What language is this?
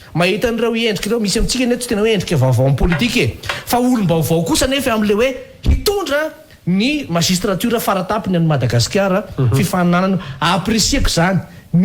Malagasy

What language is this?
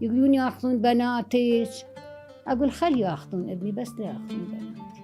Mesopotamian Arabic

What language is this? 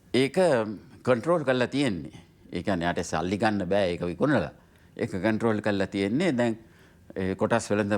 Sinhala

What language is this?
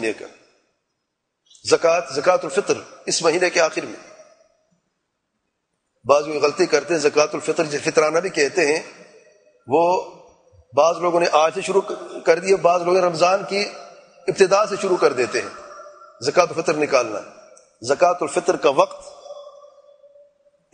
Urdu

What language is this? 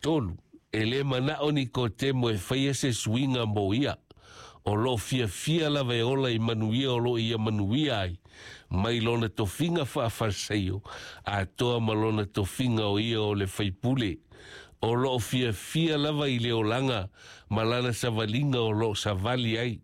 Samoan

